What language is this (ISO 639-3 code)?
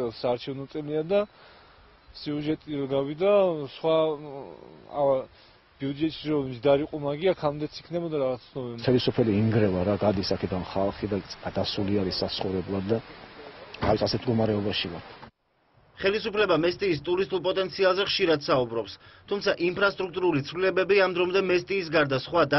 kat